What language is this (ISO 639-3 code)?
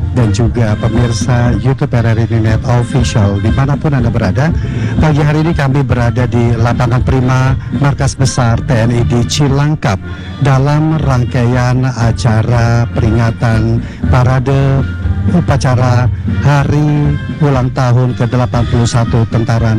ind